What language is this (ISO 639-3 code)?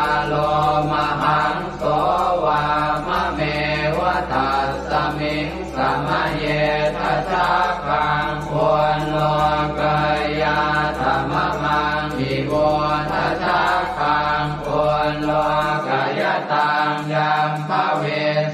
pli